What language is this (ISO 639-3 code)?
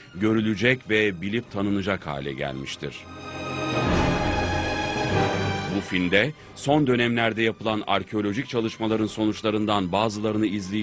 tur